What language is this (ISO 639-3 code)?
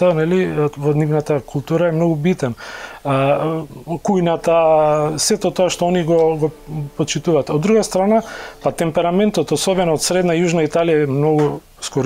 mkd